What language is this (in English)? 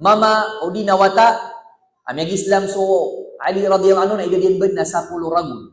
Maranao